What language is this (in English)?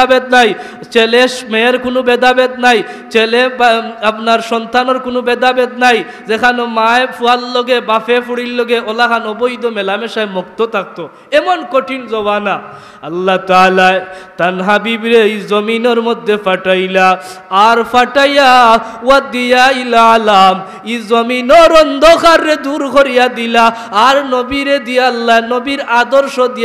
Sylheti